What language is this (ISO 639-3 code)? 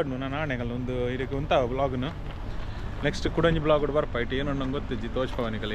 tcy